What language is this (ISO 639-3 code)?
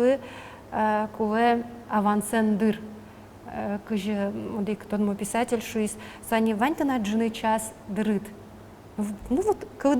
udm